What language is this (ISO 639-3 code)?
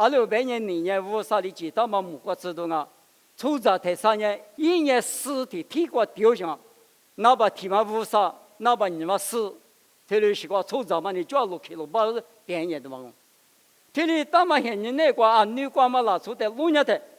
lis